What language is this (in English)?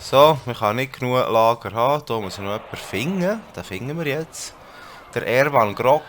Swiss German